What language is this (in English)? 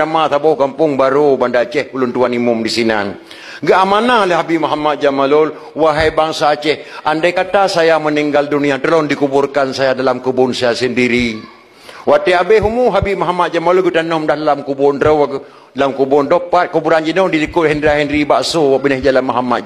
Achinese